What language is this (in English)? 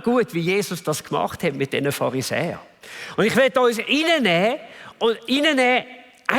Swiss German